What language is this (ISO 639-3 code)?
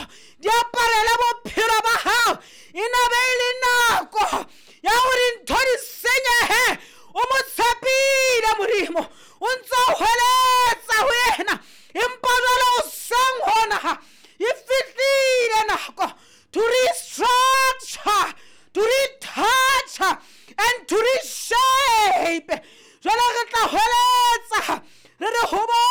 sot